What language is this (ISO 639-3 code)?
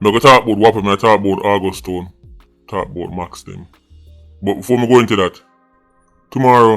jam